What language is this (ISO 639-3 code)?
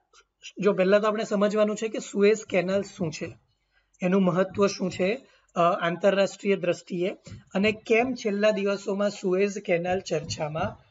guj